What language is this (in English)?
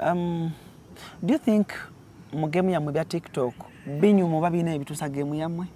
Ganda